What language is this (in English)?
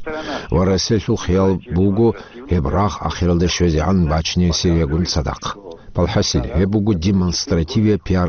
Avaric